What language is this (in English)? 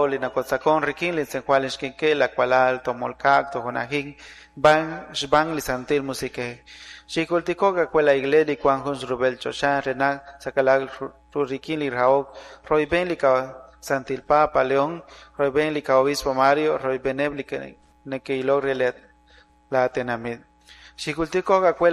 Kekchí